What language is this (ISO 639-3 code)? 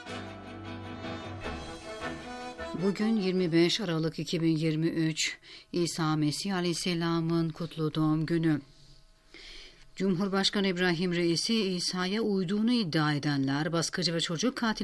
tur